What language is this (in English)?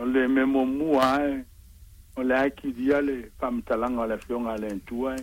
Samoan